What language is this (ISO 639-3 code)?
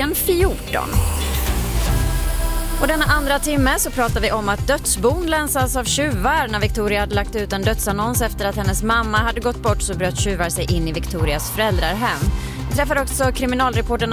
swe